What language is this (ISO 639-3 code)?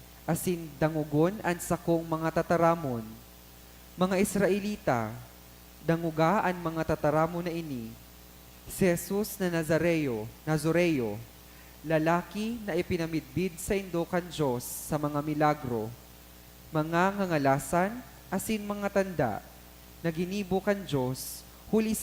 bik